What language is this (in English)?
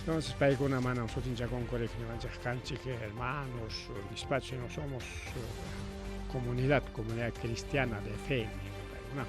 Ayacucho Quechua